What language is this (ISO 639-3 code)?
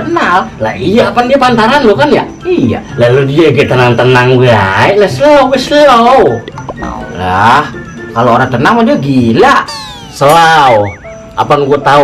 bew